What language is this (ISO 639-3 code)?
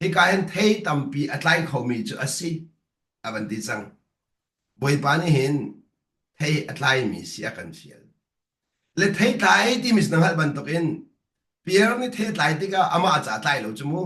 cnh